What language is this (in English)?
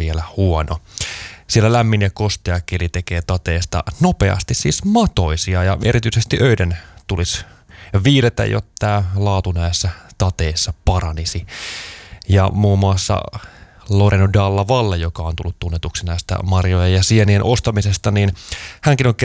Finnish